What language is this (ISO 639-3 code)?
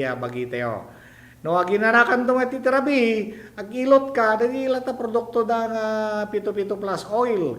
ilo